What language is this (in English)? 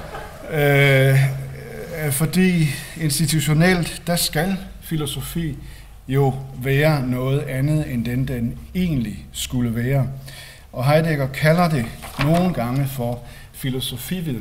Danish